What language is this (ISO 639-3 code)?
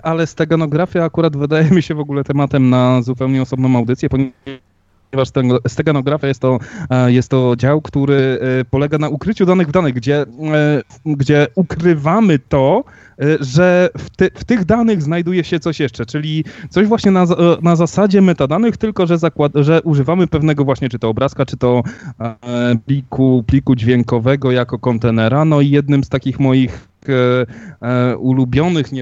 pol